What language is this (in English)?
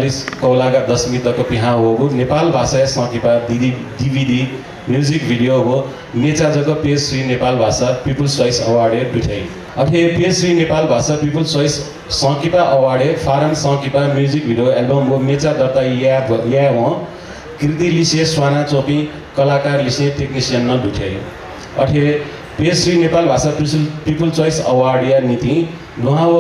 Newari